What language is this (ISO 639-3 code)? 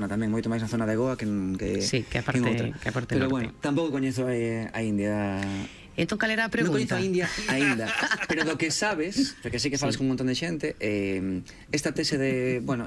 glg